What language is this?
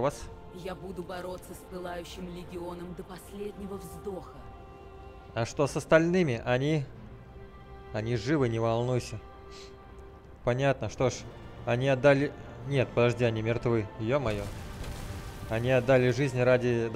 Russian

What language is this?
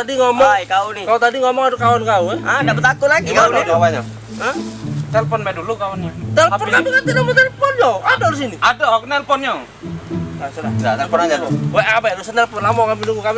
Musi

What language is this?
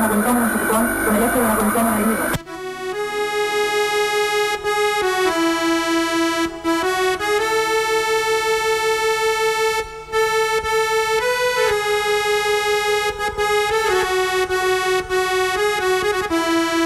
Greek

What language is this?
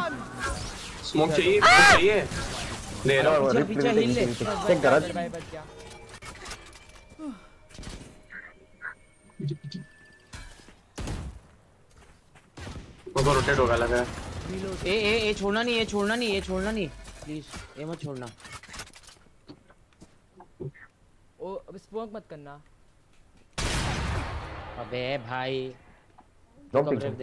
Hindi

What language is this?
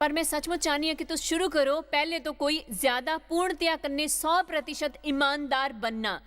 Dogri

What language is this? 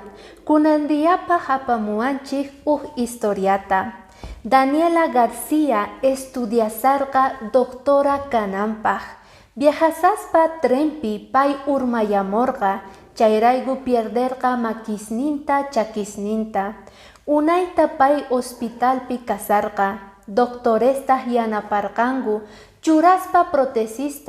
Quechua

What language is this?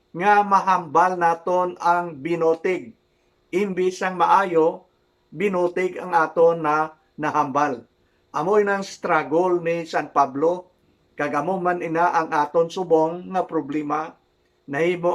Hiligaynon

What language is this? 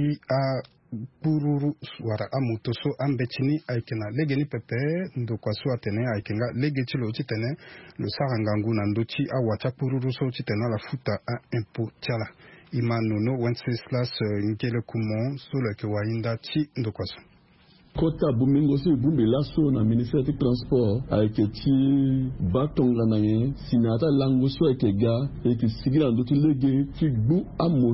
Sango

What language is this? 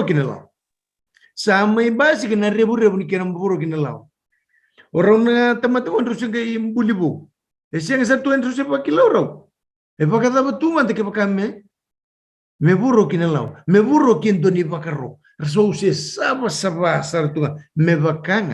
Fijian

